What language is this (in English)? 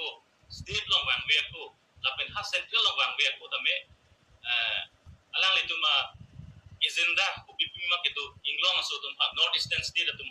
Karbi